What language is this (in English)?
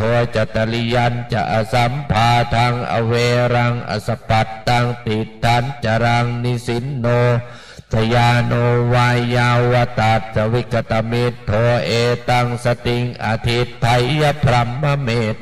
Pali